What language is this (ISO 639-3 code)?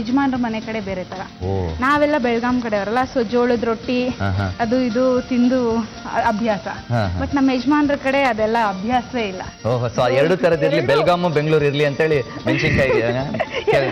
kan